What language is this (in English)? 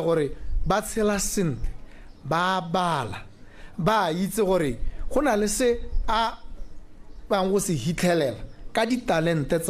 Tswana